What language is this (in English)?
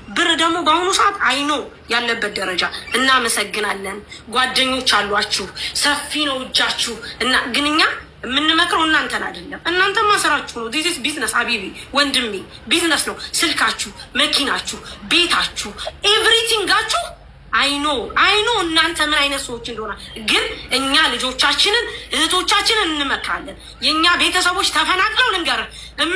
Amharic